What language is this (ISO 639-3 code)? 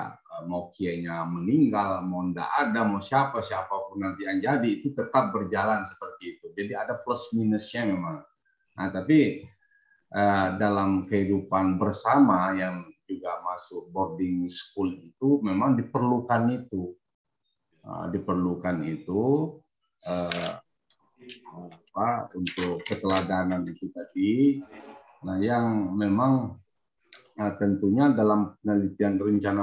ind